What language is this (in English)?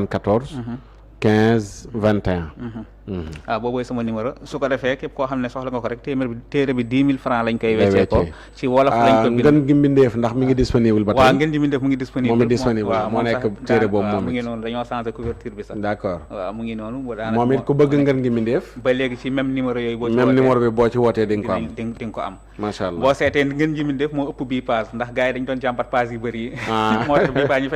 Wolof